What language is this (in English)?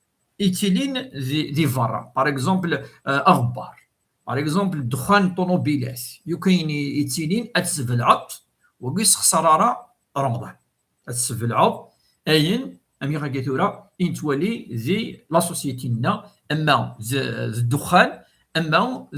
Kabyle